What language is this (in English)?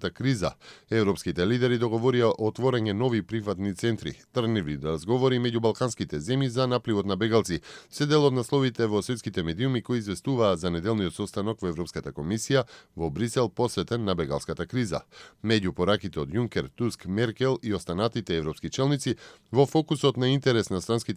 Macedonian